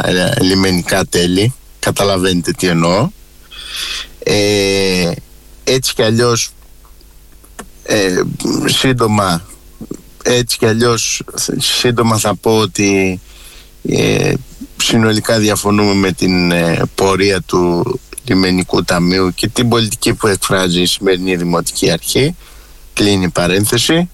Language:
Greek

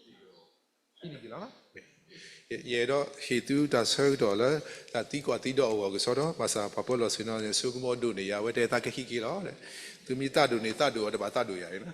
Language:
S'gaw Karen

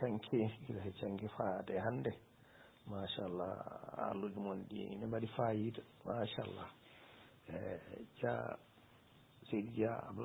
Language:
Fula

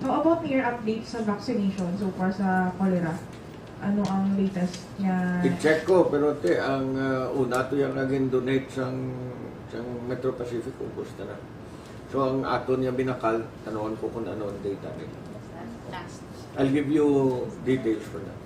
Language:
Hiligaynon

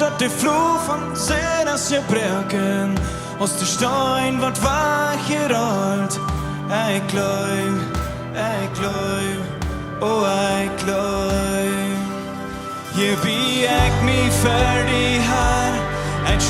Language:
Plautdietsch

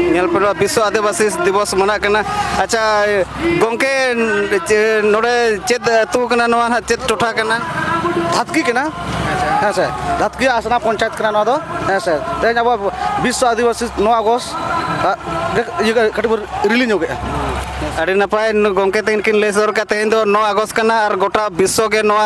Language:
Santali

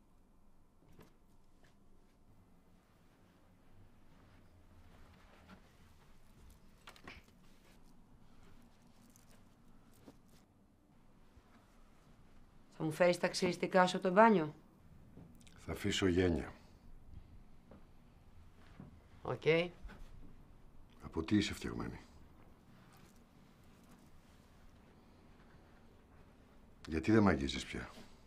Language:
Greek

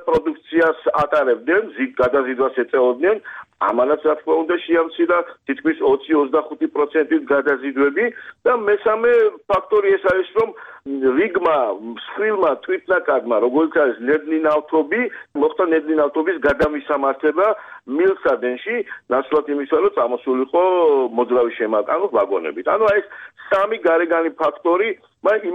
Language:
Georgian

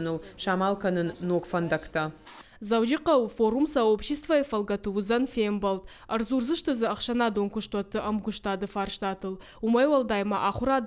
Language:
Ossetic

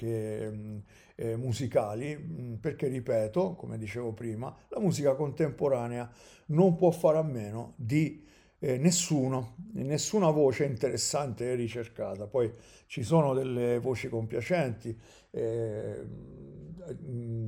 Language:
Italian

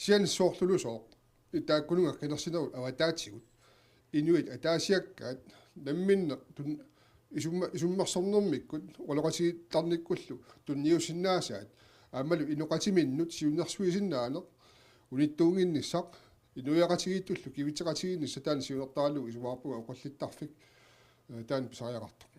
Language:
Kalaallisut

